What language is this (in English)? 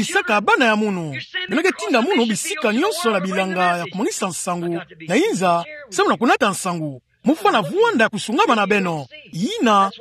Kituba (Democratic Republic of Congo)